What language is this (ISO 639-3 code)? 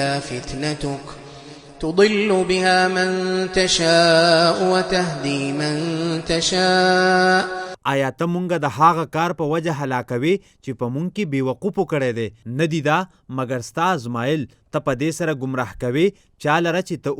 pus